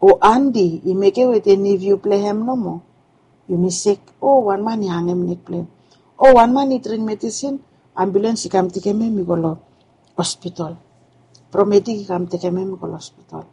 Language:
Bislama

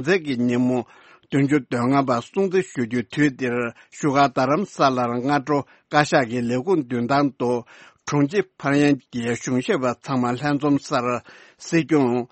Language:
Tibetan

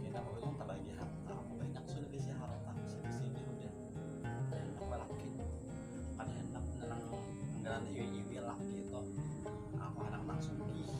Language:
Banjar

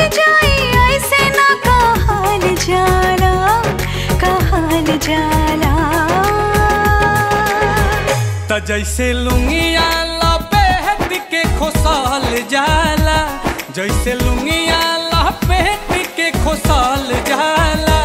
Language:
Bhojpuri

